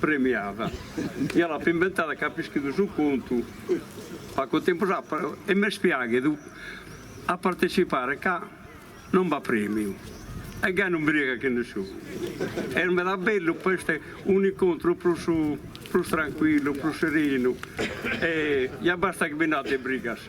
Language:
Sardinian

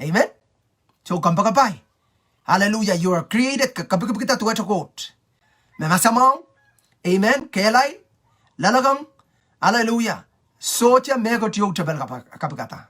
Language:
Pohnpeian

